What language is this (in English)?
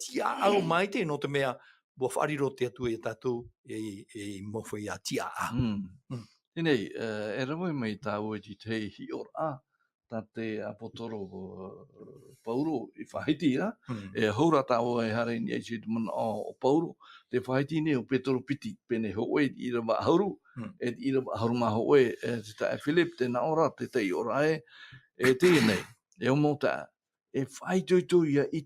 Tahitian